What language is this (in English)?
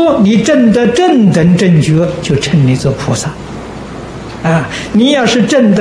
Chinese